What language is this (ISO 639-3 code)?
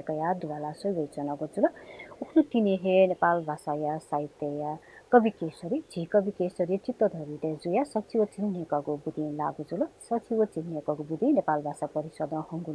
new